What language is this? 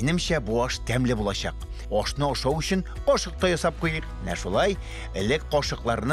Tatar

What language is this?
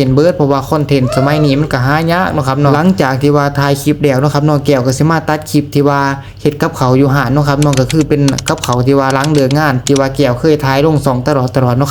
Northeastern Thai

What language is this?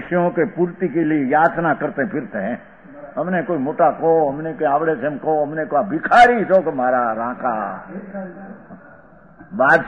Gujarati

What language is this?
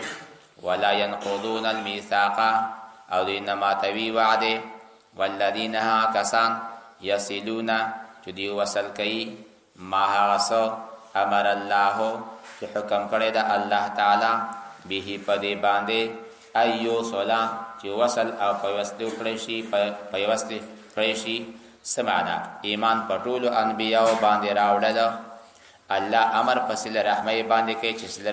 Pashto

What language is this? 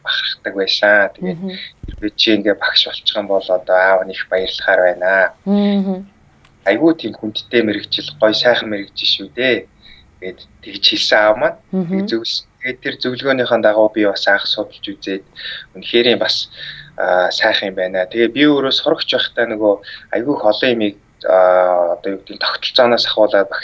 Mongolian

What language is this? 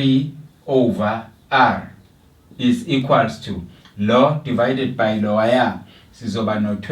Zulu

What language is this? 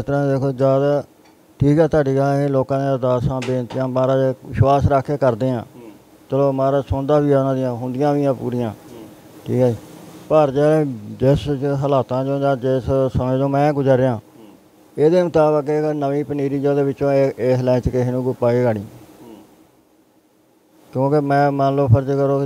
Punjabi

